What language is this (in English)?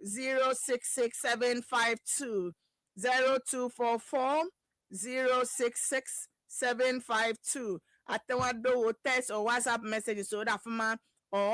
Ewe